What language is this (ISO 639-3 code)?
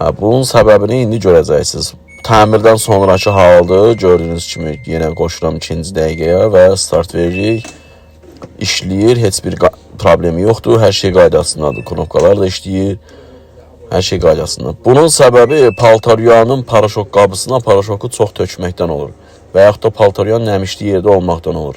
aze